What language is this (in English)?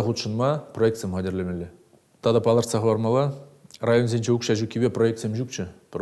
Chuvash